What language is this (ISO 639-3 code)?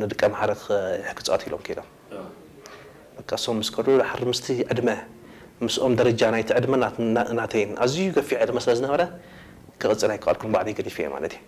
tir